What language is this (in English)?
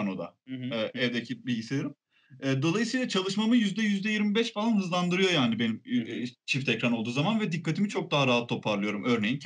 Turkish